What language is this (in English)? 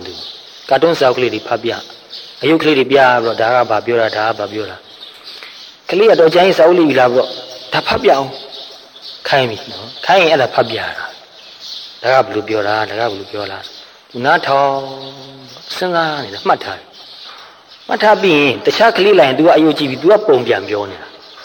Burmese